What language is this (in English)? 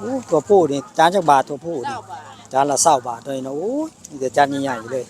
Northeastern Thai